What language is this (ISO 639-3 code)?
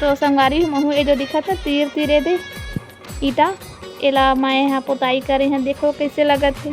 hne